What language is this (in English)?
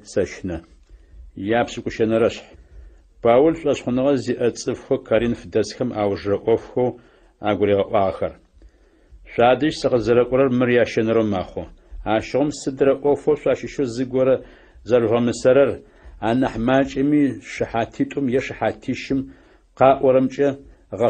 Adyghe